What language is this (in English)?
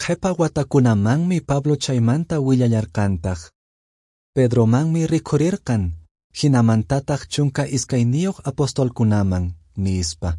Quechua